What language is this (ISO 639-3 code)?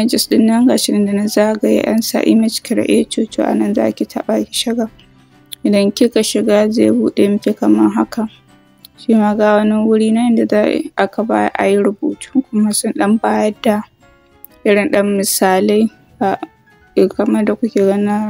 hau